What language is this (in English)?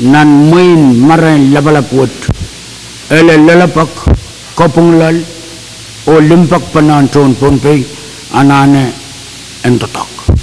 Pohnpeian